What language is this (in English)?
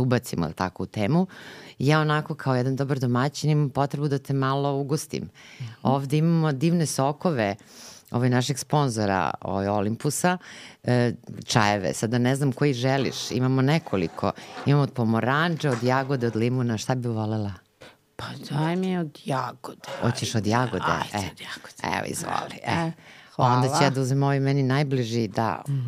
Serbian